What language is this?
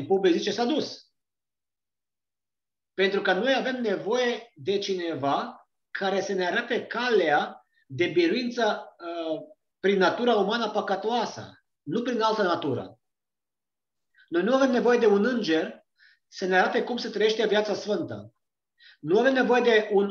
Romanian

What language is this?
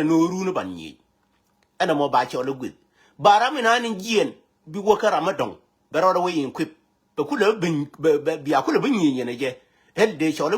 Nuer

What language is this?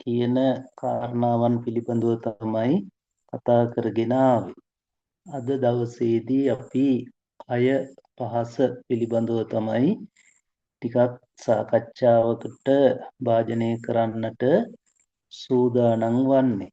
Sinhala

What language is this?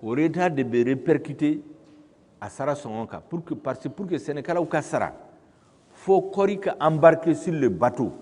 Bambara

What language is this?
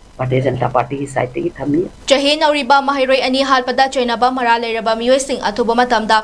Manipuri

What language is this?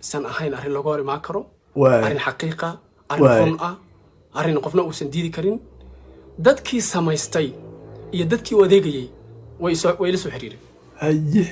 Somali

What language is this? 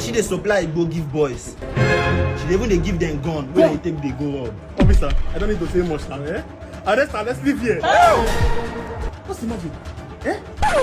Nigerian Pidgin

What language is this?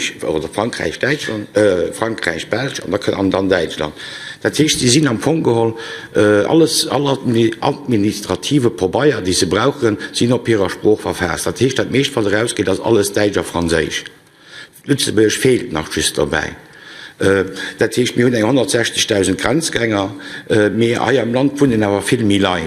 Luxembourgish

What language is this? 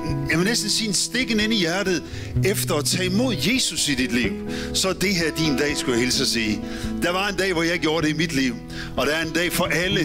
Danish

